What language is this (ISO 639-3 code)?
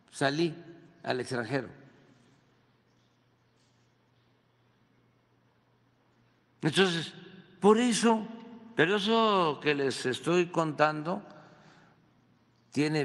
spa